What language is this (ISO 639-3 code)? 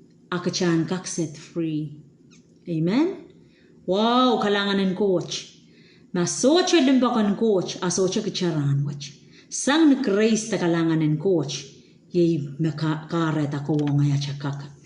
pon